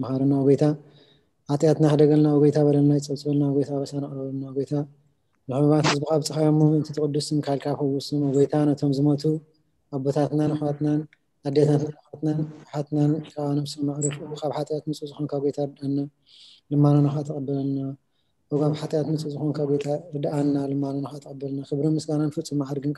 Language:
Tigrinya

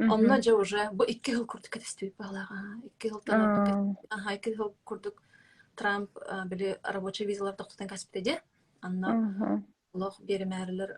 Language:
Yakut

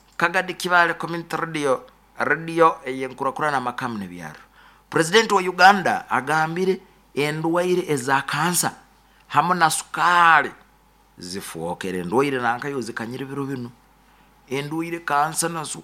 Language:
Nyoro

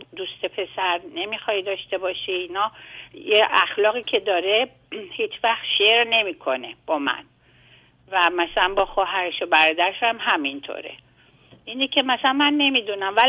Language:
Persian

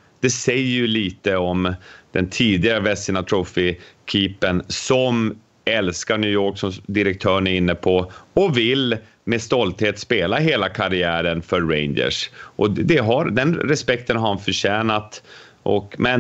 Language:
Swedish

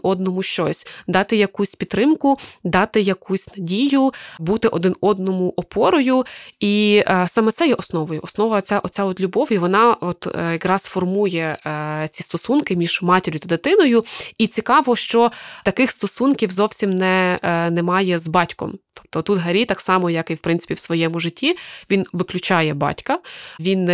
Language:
Ukrainian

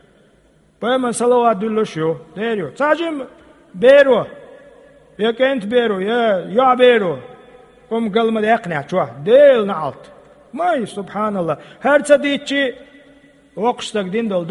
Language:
Chechen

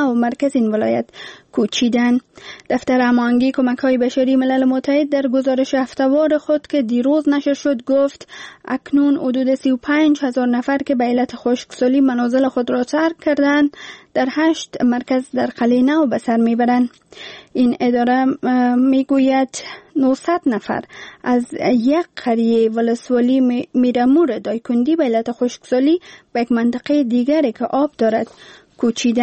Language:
Persian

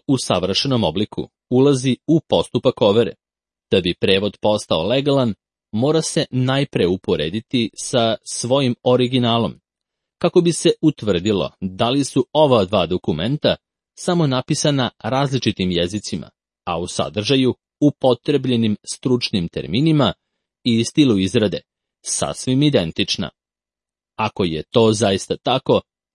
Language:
Serbian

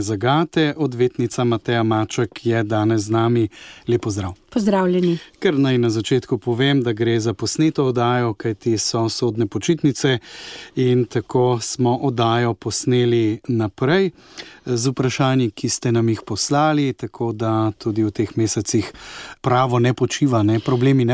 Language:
Slovenian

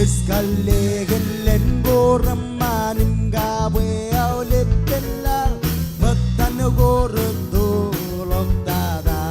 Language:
Marshallese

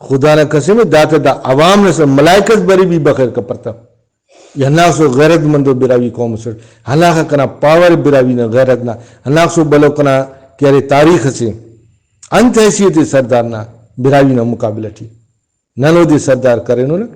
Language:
Brahui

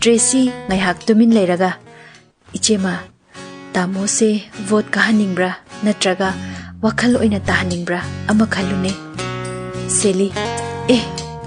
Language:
Manipuri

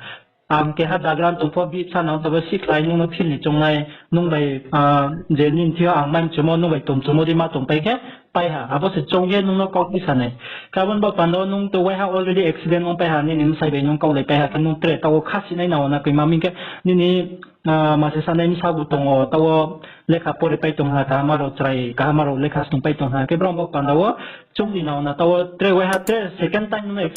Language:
Riang (India)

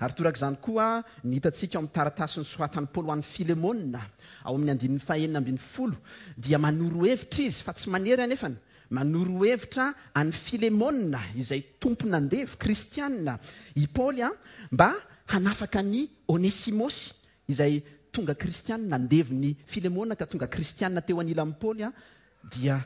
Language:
Malagasy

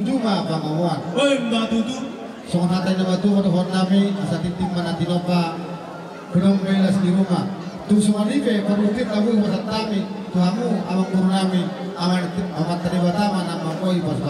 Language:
Batak Toba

